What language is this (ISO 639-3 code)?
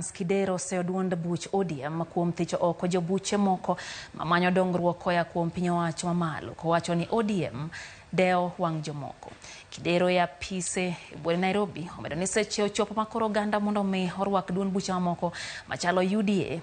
luo